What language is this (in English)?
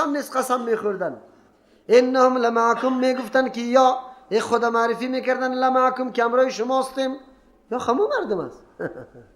Persian